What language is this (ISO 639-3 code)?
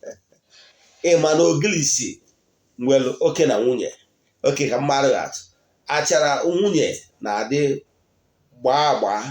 ibo